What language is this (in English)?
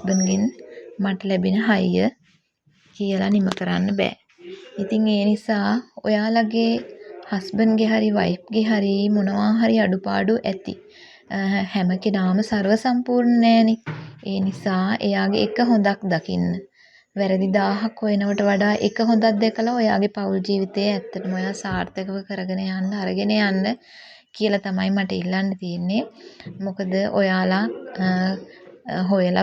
Sinhala